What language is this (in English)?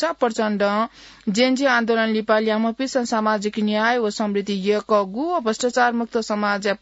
Newari